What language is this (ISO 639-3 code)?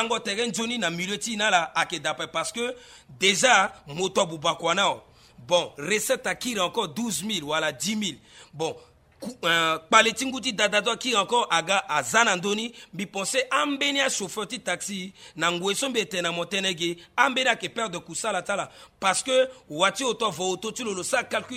sag